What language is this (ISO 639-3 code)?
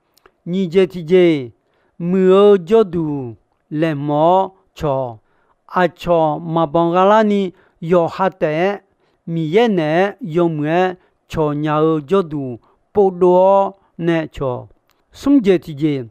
ahk